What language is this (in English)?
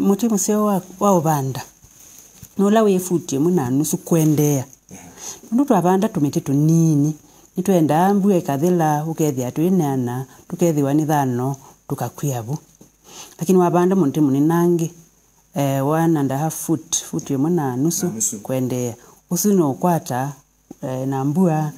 Kamba